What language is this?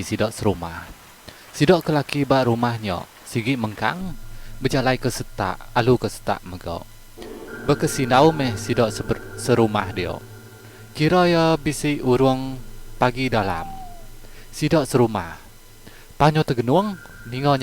Iban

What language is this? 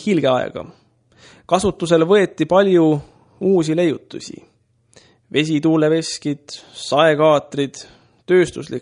Estonian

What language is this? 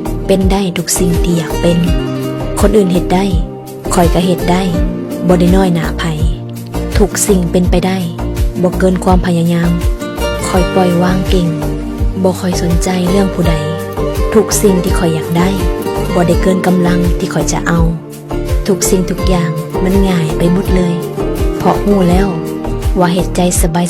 Lao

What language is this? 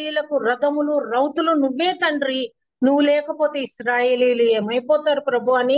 Telugu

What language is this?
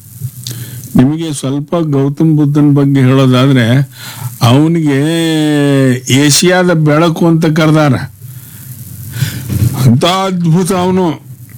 Kannada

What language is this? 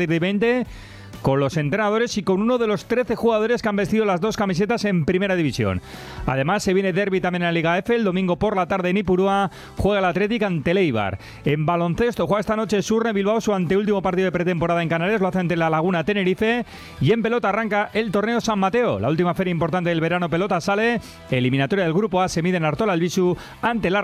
Spanish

